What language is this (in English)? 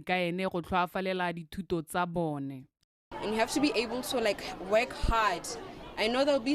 Tswana